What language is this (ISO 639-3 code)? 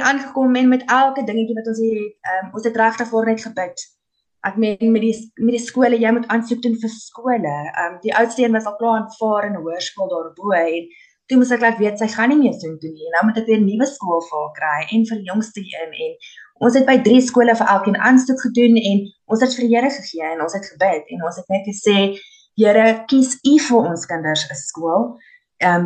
afr